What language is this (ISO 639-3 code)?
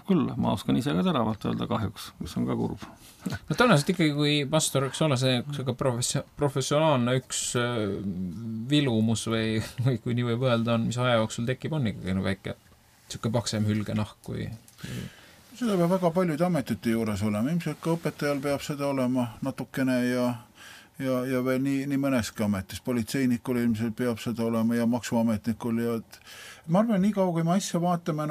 est